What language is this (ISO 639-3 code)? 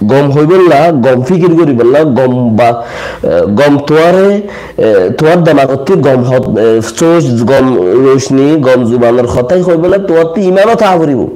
rhg